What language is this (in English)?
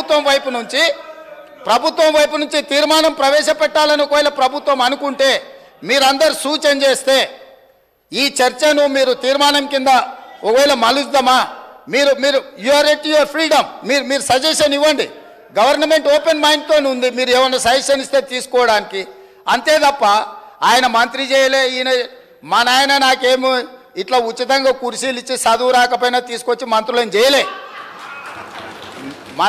Telugu